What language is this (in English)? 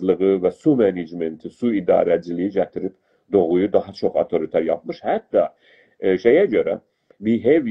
South Azerbaijani